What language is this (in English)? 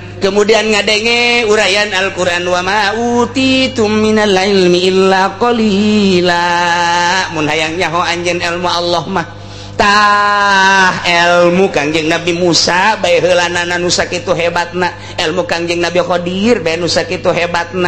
Sundanese